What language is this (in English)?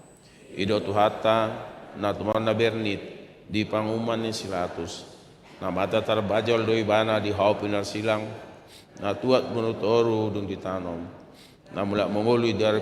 Batak Toba